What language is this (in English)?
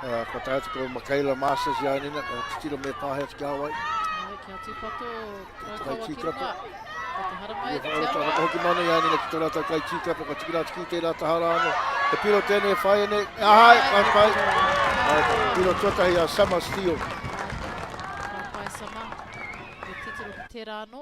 Māori